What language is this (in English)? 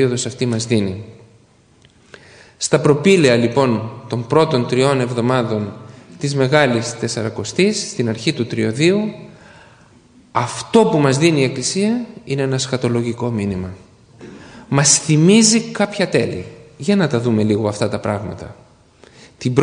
Greek